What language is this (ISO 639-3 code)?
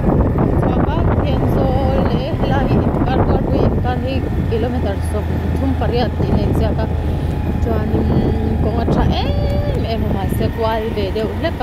lus